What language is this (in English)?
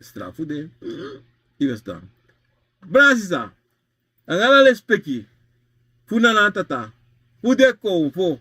Sranan Tongo